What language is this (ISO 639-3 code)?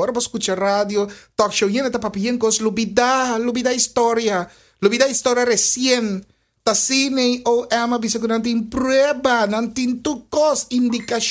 pap